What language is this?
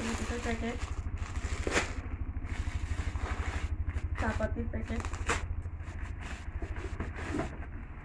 Bangla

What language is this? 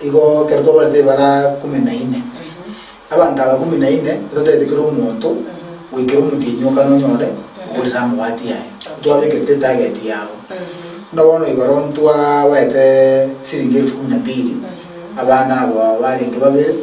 Gusii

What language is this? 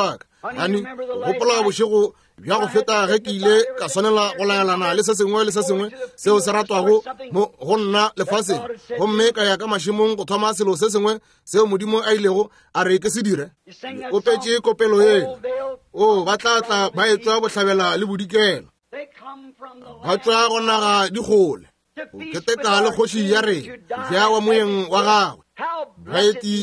Northern Sotho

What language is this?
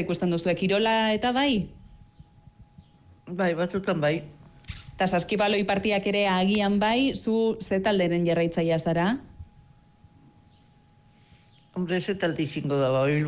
Basque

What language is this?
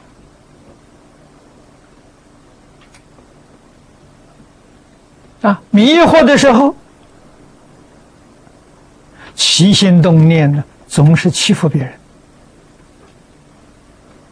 Chinese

